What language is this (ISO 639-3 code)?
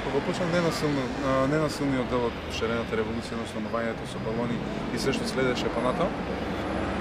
mkd